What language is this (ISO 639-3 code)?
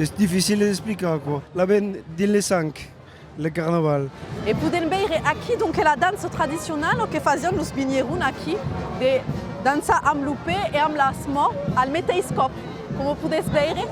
oci